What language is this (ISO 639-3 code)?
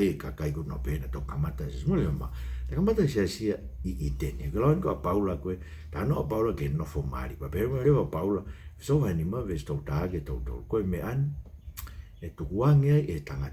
ton